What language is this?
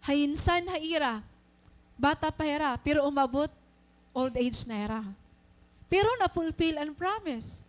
Waray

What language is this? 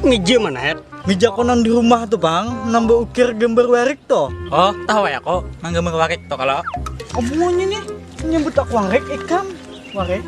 Banjar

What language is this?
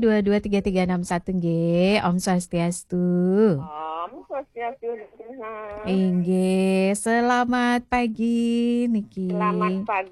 Balinese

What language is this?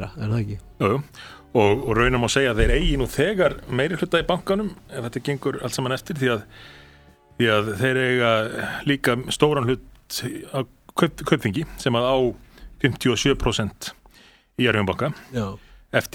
Icelandic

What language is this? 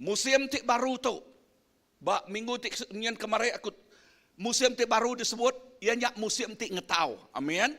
Iban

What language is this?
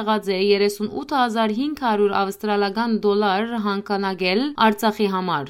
Western Armenian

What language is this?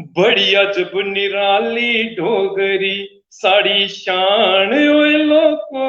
Dogri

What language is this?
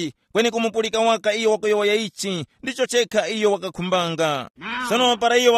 Tumbuka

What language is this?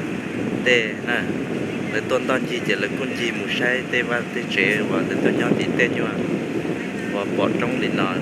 Hmong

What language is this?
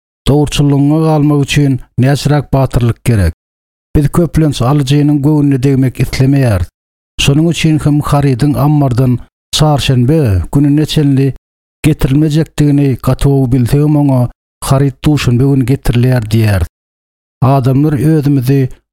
Turkmen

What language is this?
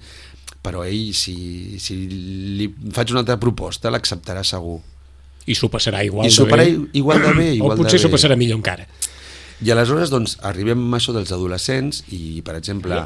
Catalan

